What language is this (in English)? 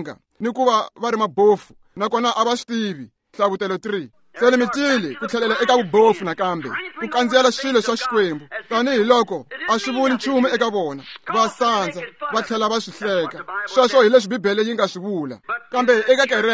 Tsonga